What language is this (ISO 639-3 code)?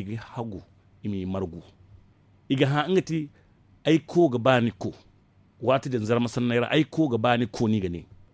dje